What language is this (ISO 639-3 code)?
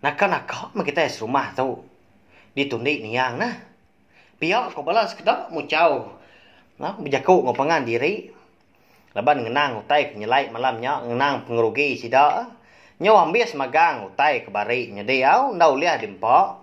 iba